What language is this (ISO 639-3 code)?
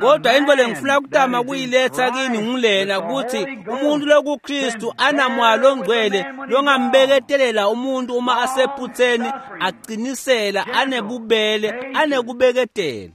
ssw